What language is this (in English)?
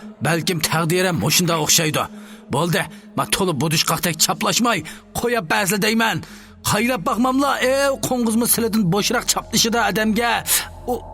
Uyghur